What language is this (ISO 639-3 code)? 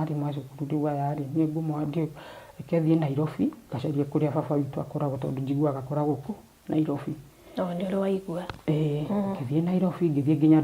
kik